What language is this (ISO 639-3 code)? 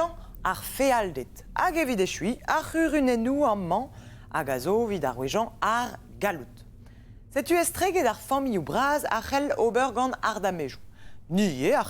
bre